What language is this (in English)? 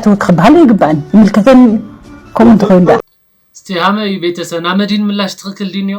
Tigrinya